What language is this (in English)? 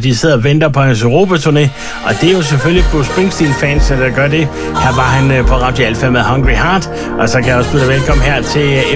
Danish